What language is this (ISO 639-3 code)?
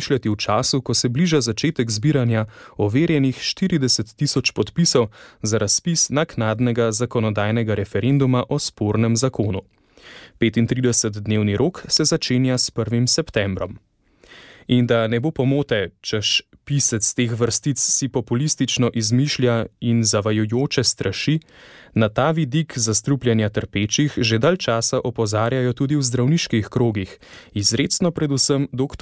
slv